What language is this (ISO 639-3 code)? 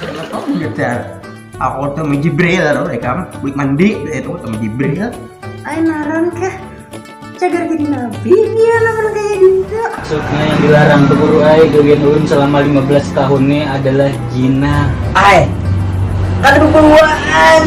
bjn